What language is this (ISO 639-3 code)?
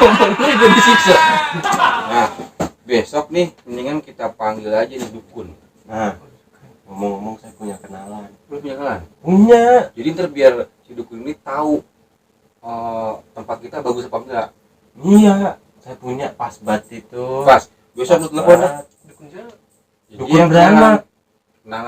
bew